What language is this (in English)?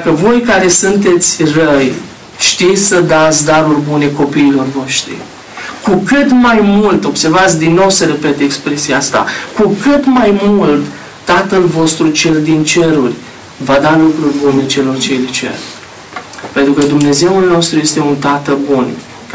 Romanian